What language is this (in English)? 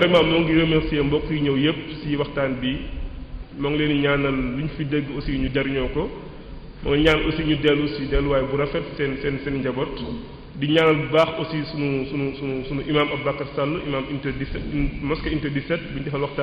Wolof